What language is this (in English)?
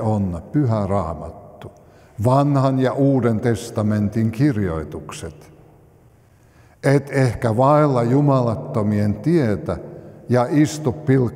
Finnish